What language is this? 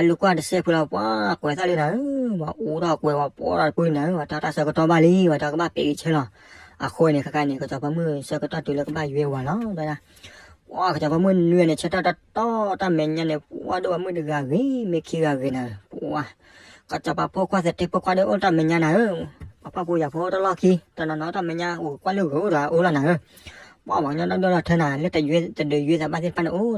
S'gaw Karen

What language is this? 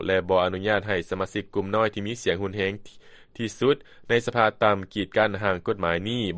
Lao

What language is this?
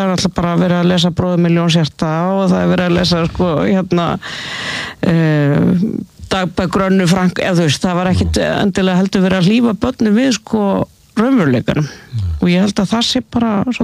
Icelandic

